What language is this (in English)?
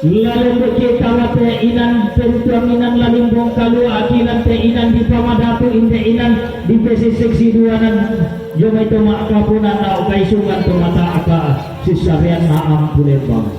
Toraja-Sa'dan